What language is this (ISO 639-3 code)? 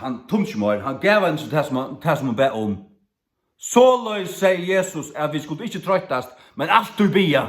fao